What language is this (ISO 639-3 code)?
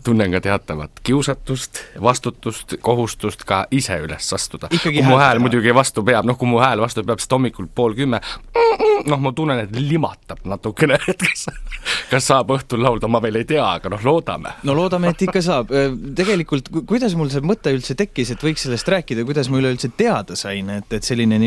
est